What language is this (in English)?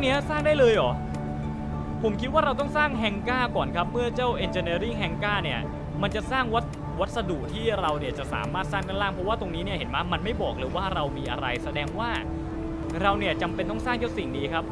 Thai